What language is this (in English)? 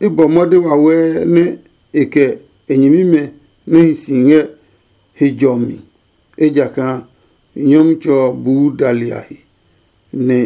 Adangme